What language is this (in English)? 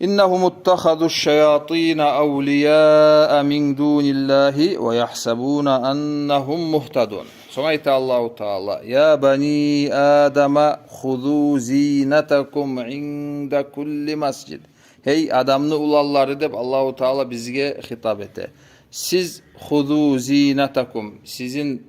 Kumyk